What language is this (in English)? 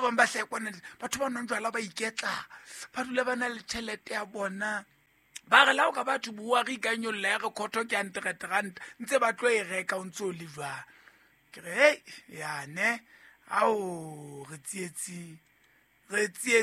Southern Sotho